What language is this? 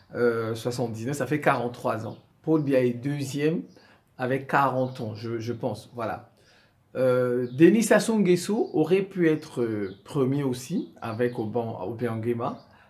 French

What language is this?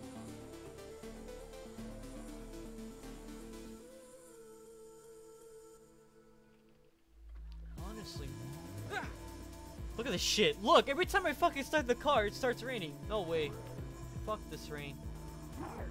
English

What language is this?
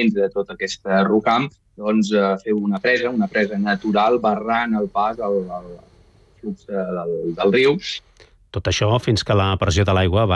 Catalan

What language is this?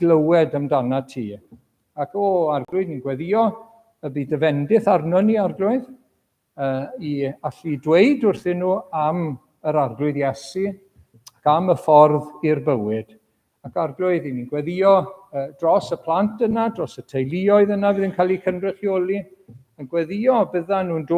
Welsh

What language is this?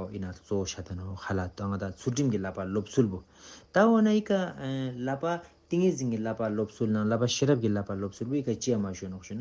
Tibetan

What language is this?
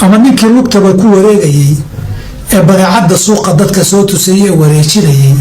Somali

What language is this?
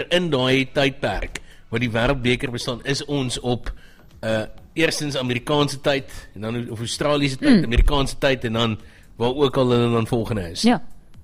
Afrikaans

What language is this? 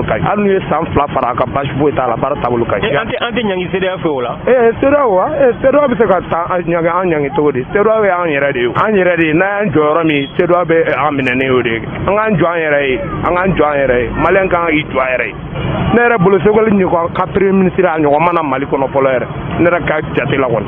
Bambara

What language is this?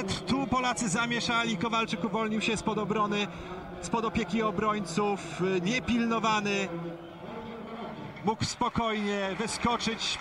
Polish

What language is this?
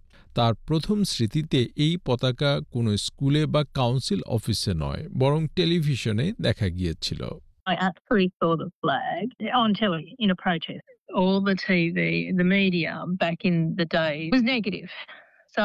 Bangla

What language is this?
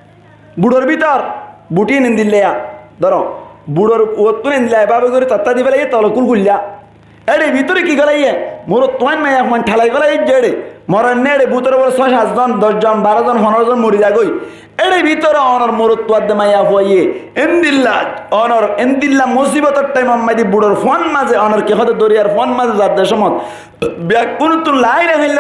Rohingya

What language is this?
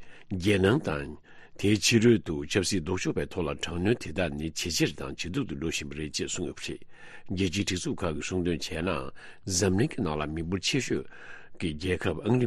Tibetan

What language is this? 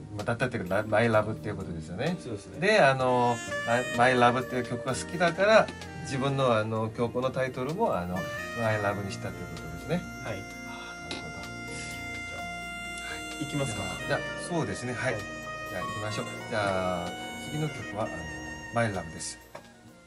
Japanese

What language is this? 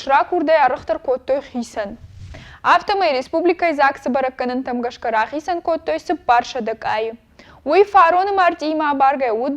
Ossetic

